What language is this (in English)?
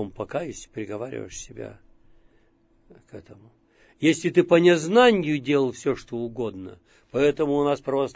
Russian